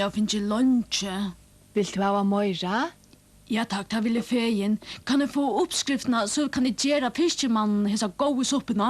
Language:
Faroese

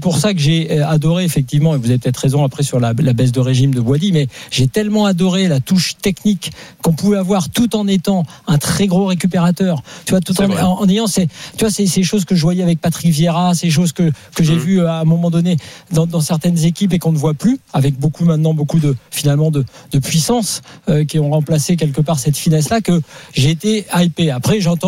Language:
French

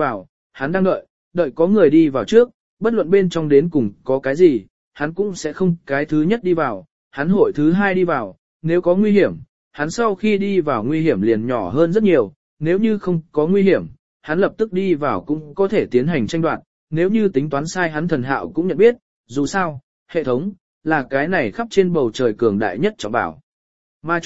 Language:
Vietnamese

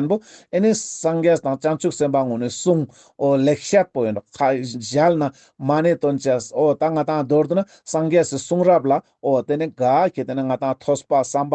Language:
Ladakhi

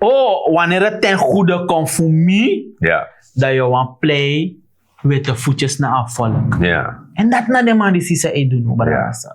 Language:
Sranan Tongo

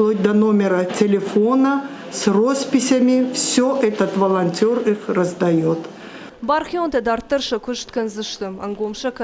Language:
Ossetic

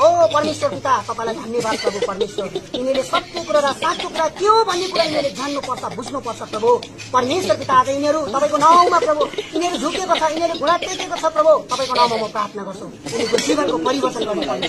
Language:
Nepali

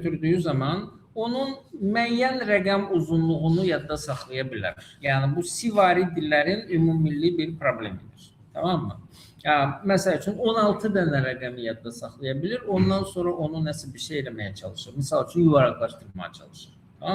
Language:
Azerbaijani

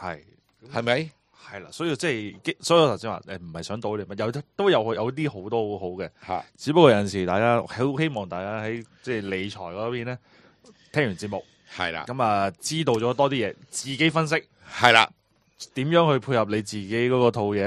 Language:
Cantonese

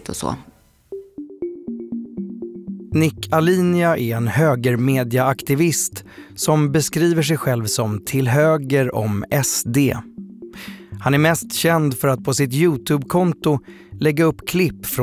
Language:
Swedish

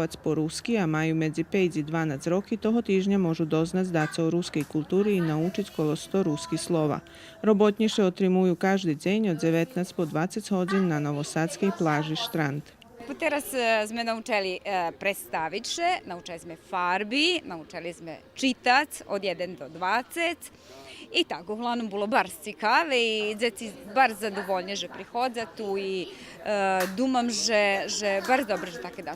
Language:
Rusyn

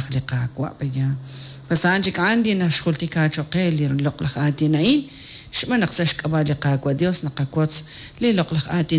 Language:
Kekchí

